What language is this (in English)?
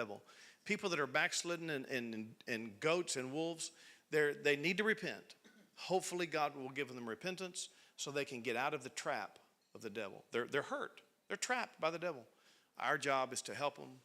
English